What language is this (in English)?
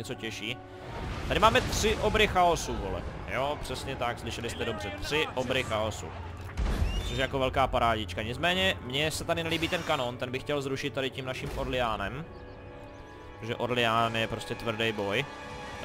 Czech